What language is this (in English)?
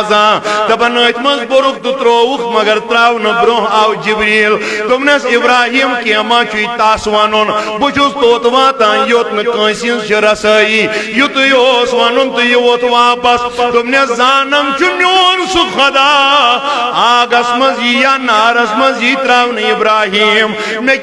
Kashmiri